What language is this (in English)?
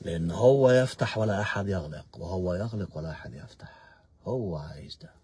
Egyptian Arabic